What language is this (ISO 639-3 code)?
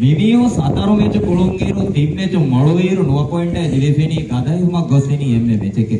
div